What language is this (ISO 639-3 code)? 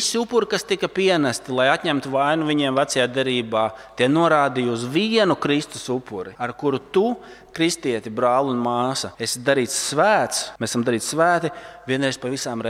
lav